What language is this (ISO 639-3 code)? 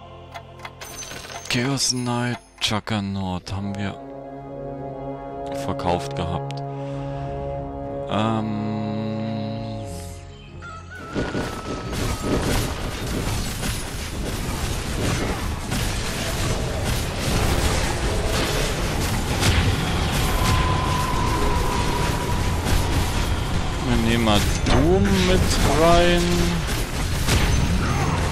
deu